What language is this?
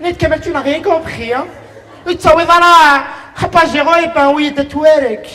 Kabyle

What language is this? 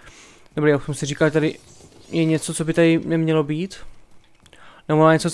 Czech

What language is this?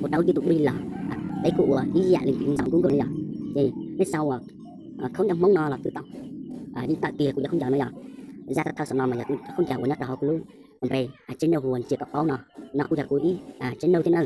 Hmong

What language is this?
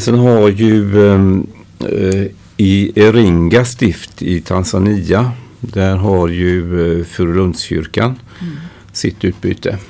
Swedish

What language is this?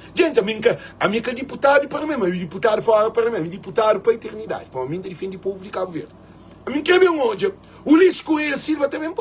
Kabuverdianu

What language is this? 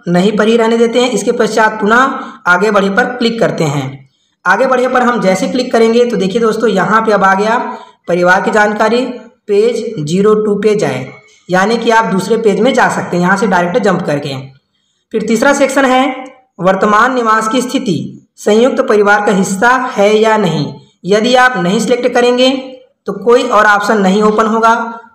Hindi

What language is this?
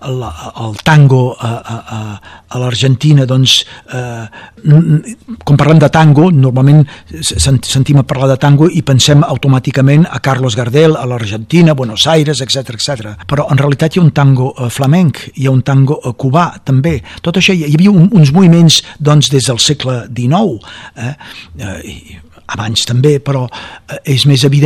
Catalan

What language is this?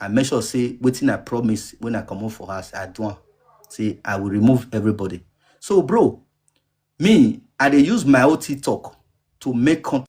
Nigerian Pidgin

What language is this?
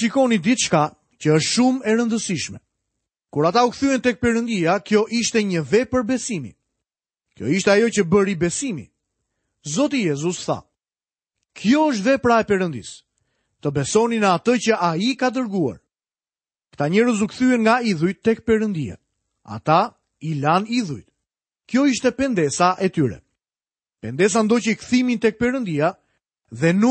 Albanian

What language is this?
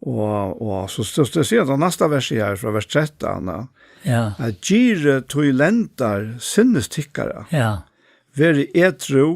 Faroese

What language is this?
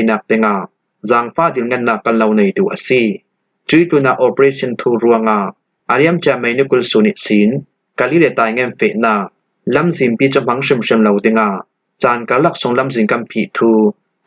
Falam Chin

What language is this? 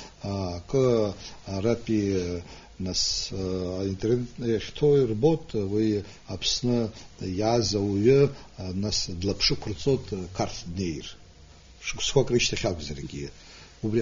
Abkhazian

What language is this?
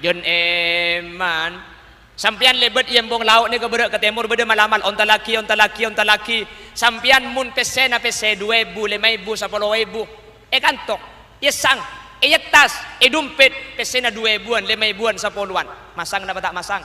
Madurese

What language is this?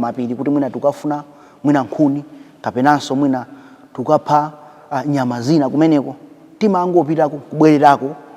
Nyanja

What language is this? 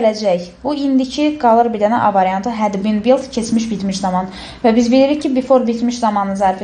Azerbaijani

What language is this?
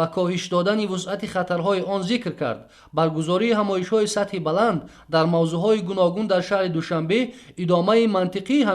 Tajik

